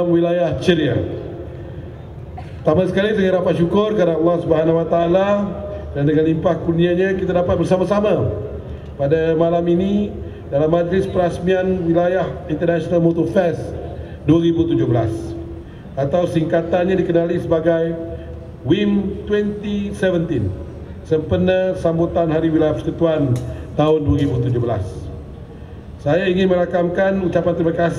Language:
Malay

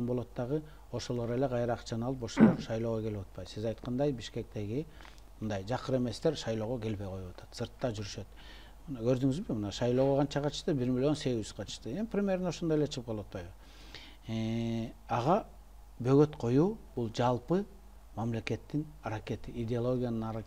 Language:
Kyrgyz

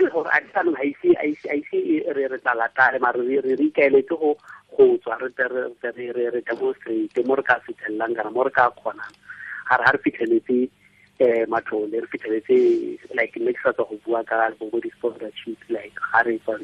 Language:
Tswana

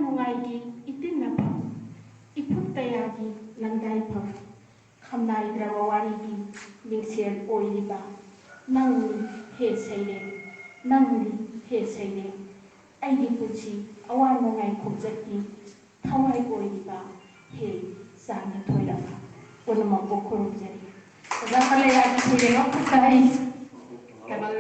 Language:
Manipuri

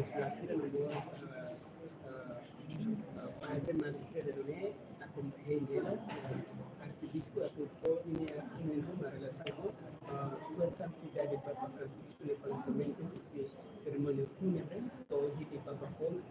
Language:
Tetum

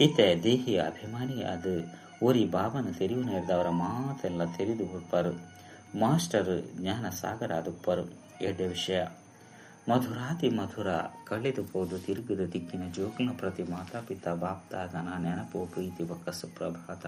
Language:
Tulu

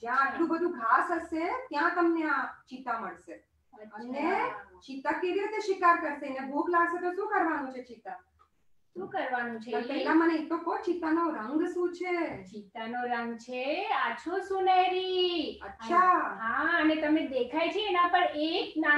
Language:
Gujarati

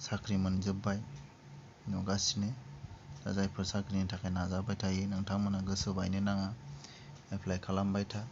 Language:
Bodo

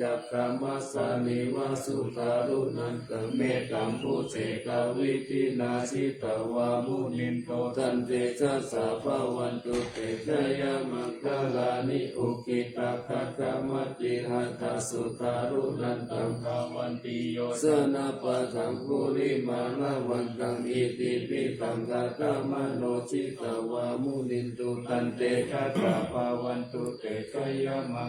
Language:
Pali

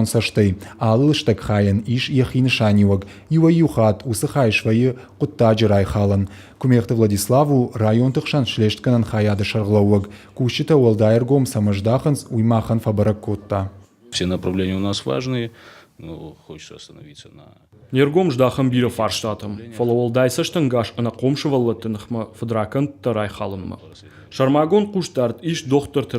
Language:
Ossetic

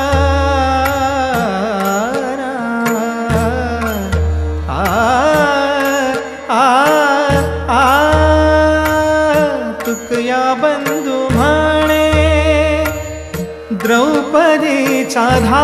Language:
Marathi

